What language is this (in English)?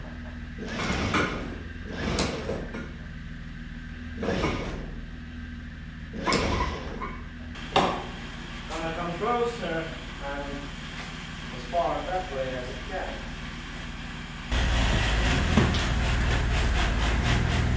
English